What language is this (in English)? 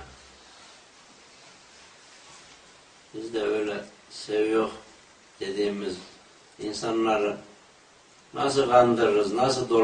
Turkish